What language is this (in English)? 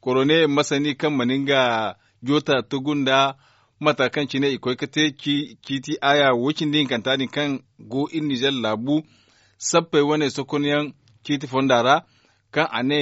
Zarma